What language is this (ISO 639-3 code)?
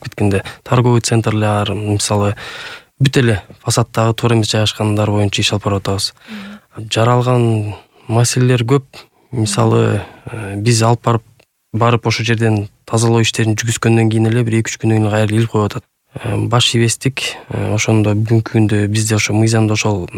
kir